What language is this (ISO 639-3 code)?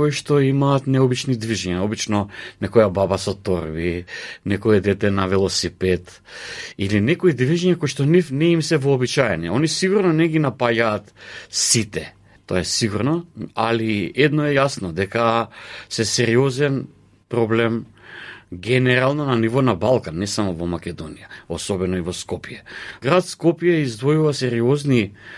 mkd